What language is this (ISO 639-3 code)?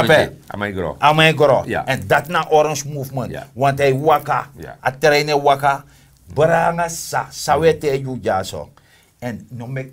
srn